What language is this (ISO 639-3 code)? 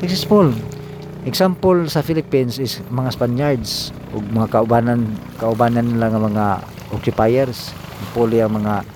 ceb